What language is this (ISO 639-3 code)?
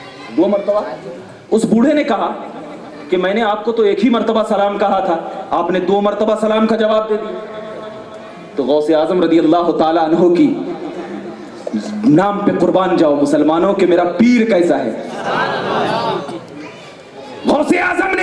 urd